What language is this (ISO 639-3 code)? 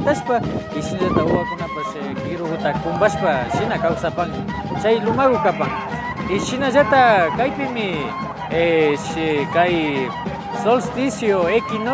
qvi